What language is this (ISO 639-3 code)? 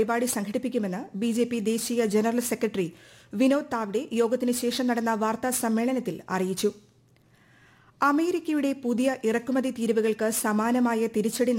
mal